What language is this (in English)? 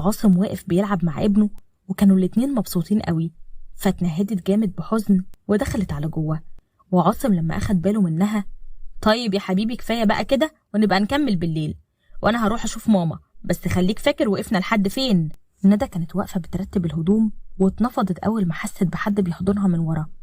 Egyptian Arabic